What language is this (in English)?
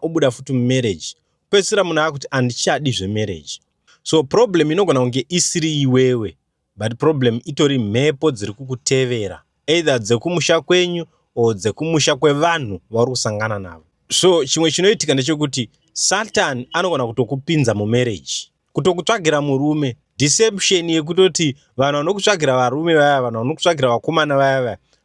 Shona